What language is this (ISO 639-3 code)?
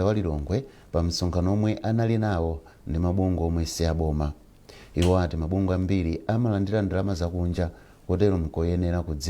nya